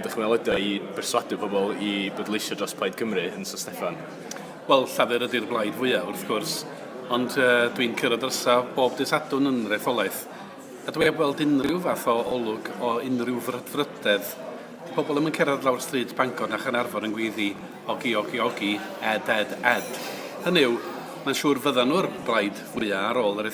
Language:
Welsh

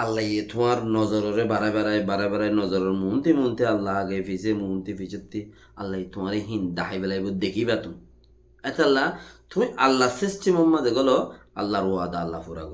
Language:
Rohingya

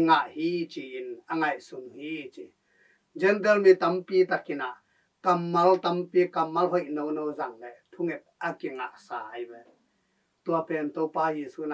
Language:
Tedim Chin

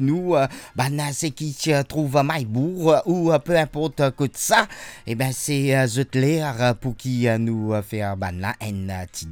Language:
Morisyen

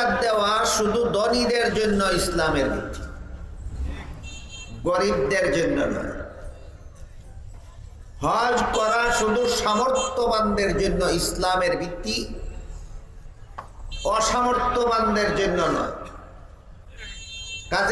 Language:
Bangla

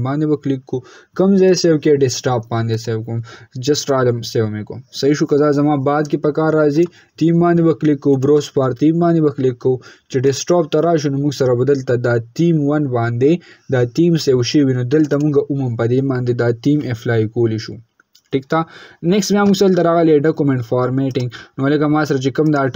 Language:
Pashto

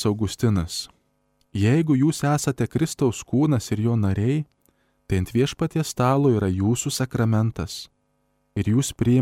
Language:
Lithuanian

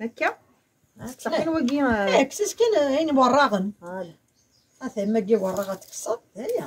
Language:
Kabyle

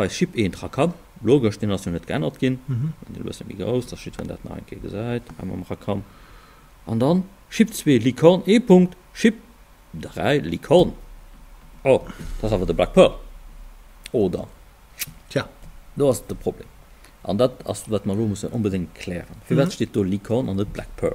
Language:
Luxembourgish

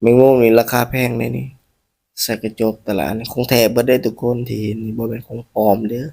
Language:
Northeastern Thai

